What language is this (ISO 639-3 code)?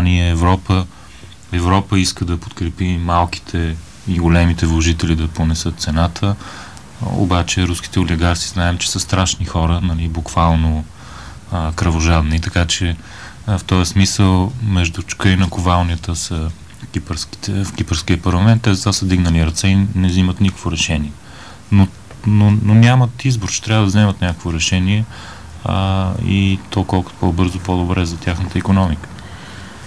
bul